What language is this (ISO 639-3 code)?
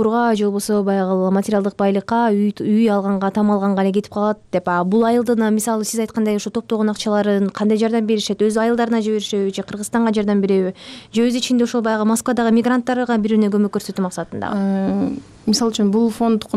kir